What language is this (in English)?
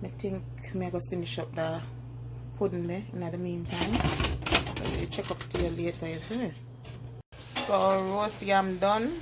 Jamaican Creole English